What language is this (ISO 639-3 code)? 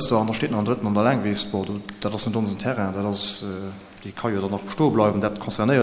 ltz